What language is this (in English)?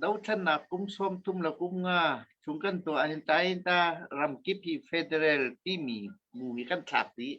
Hakha Chin